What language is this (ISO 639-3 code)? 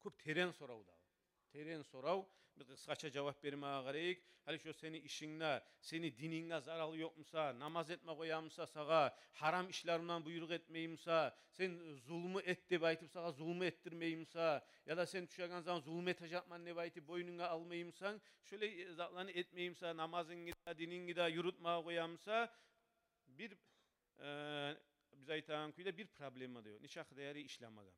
kum